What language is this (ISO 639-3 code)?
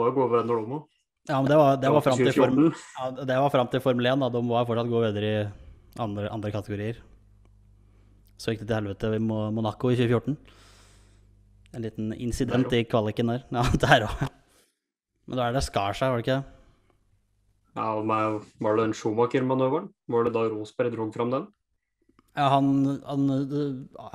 nor